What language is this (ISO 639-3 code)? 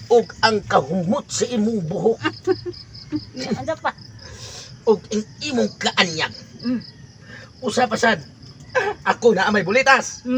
ceb